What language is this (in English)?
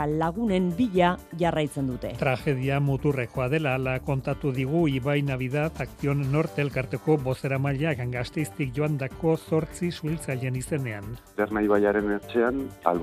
Basque